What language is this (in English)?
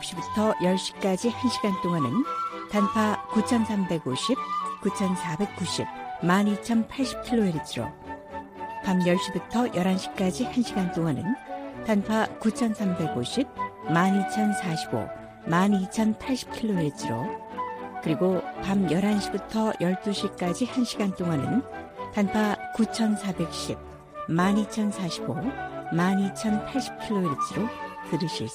Korean